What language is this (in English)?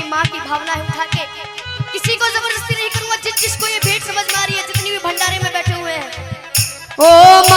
Hindi